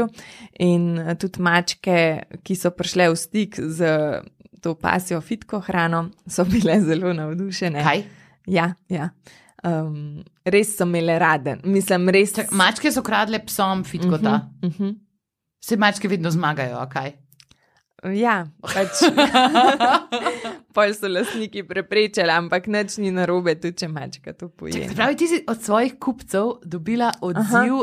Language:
Slovenian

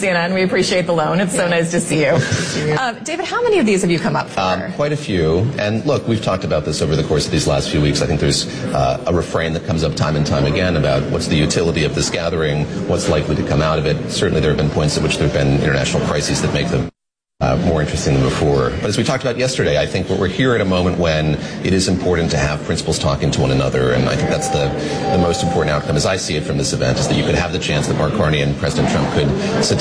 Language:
English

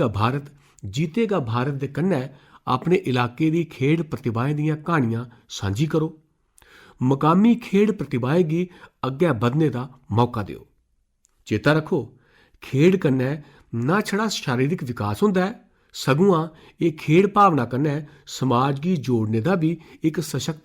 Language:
Dogri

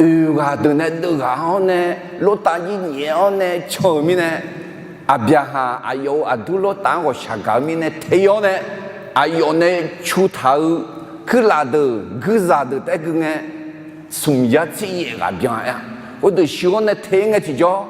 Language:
Akha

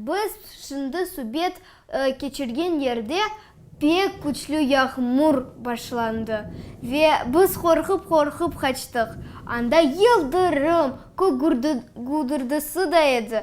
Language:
Crimean Tatar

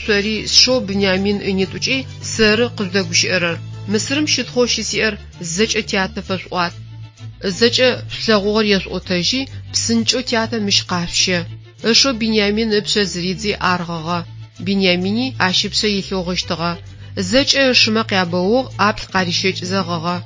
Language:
Adyghe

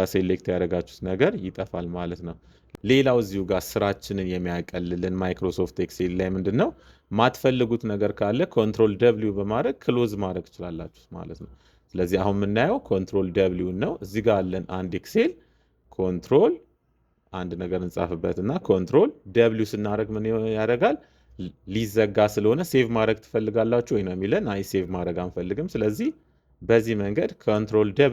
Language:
Amharic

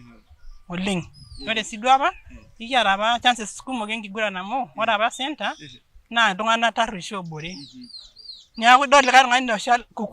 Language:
Masai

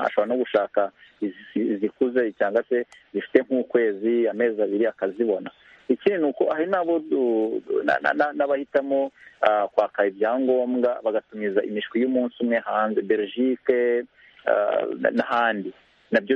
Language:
Kinyarwanda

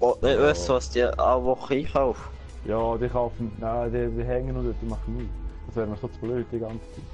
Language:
Swiss German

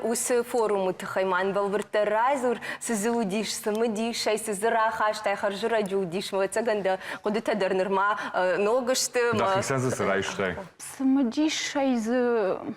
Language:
Ossetic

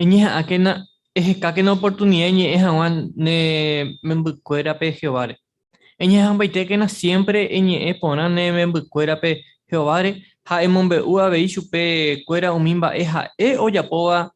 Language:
Guarani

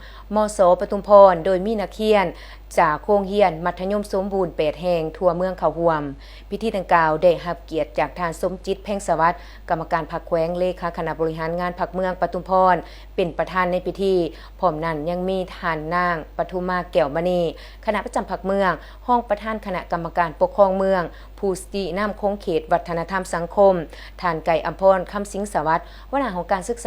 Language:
Lao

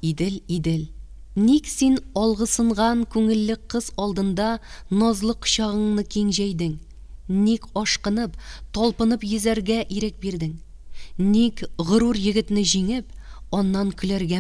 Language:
Tatar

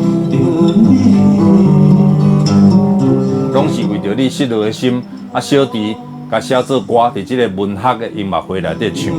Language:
Min Nan Chinese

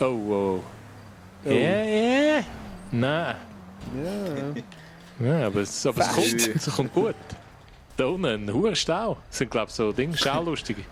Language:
Swiss German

